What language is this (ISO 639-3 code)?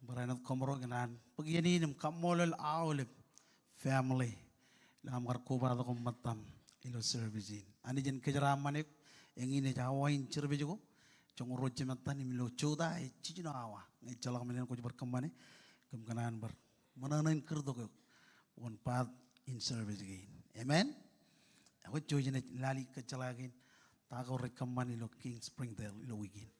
mah